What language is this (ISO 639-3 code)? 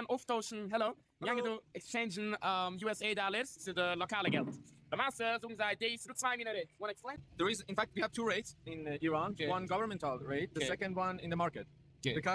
yid